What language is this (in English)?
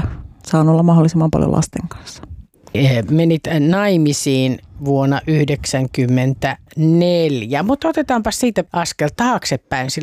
Finnish